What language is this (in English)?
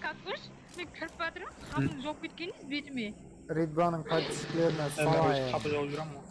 Kara-Kalpak